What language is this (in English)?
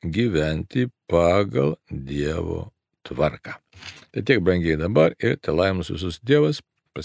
Lithuanian